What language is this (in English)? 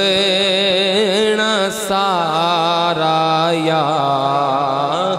Urdu